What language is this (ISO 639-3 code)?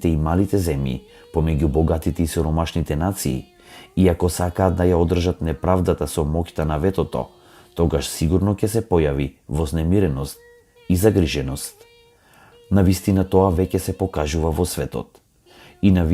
mkd